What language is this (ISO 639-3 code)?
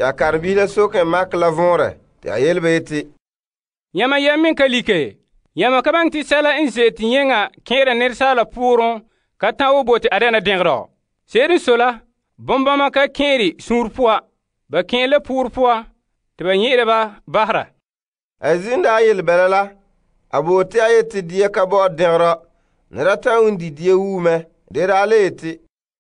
gur